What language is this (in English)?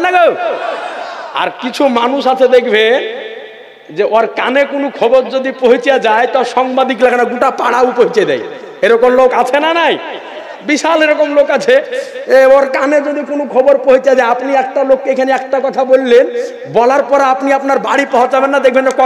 Bangla